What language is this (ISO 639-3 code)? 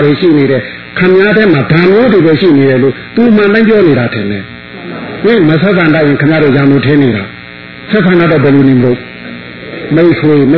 mya